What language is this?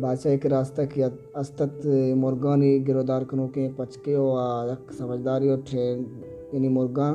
Baluchi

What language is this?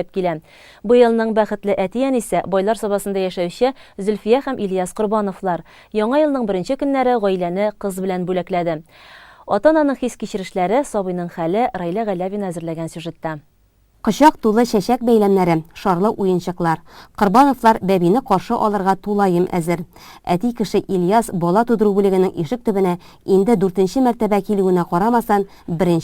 Tatar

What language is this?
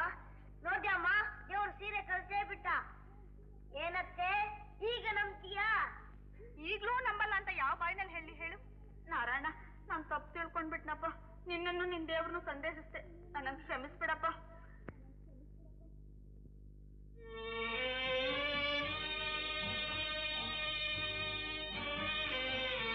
Kannada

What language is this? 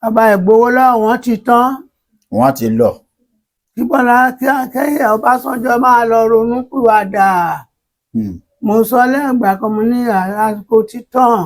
Yoruba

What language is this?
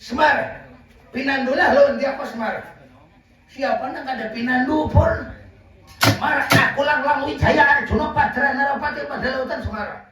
Banjar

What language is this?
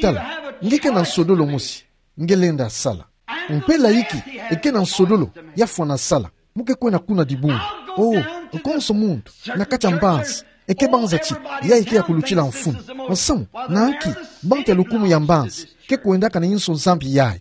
Kituba (Democratic Republic of Congo)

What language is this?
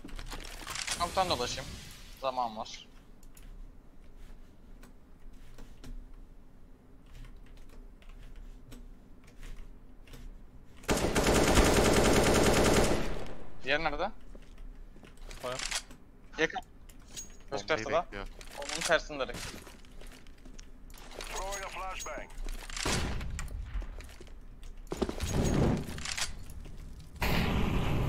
Turkish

